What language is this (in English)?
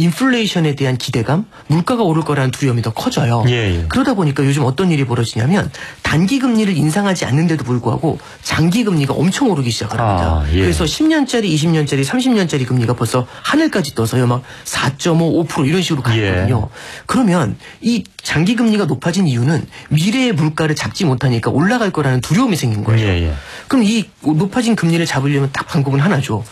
Korean